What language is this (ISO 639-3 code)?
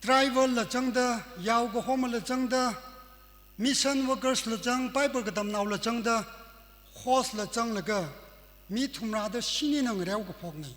nmf